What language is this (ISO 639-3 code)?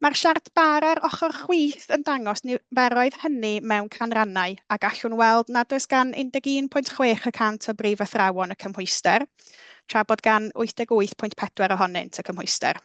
cym